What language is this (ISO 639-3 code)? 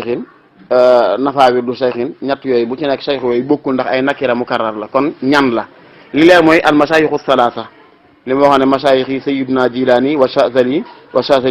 wol